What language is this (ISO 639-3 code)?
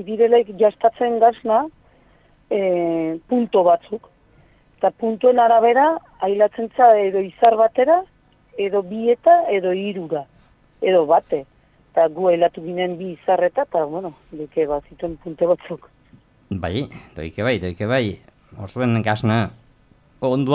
eus